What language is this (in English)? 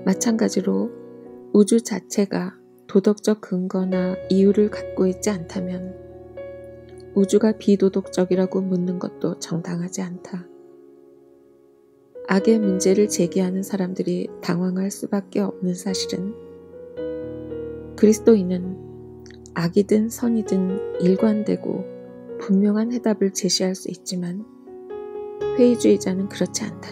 Korean